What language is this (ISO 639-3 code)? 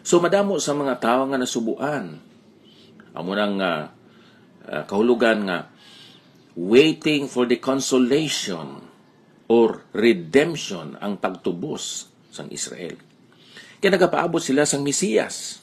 hil